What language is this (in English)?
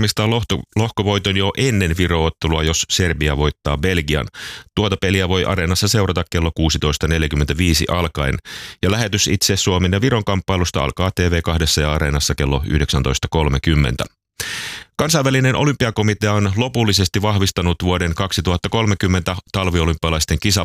Finnish